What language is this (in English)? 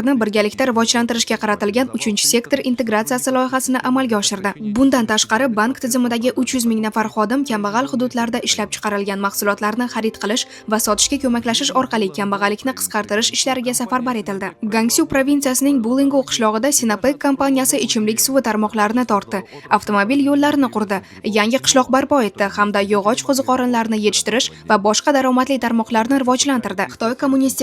Uzbek